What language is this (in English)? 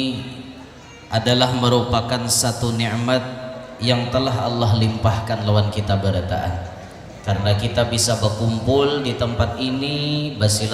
Banjar